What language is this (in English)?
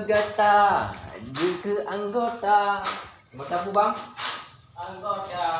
Achinese